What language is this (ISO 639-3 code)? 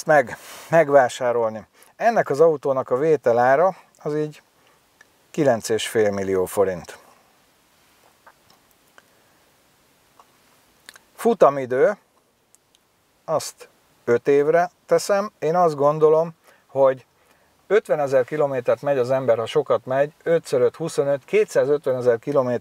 hun